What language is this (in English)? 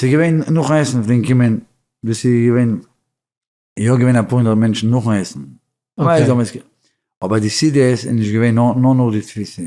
Yiddish